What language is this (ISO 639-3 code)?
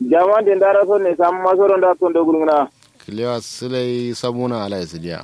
kau